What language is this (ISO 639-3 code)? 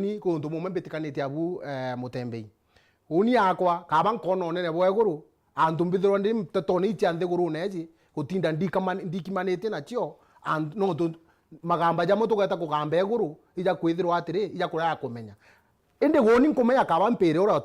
mer